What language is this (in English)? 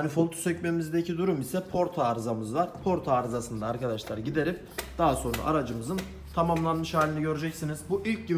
Turkish